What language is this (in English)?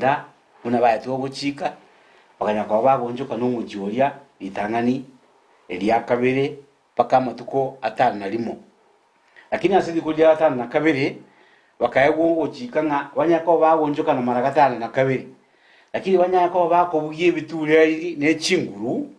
Gusii